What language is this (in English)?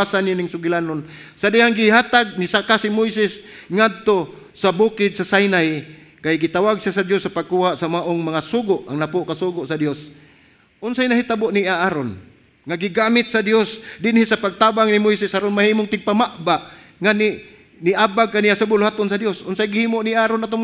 Cebuano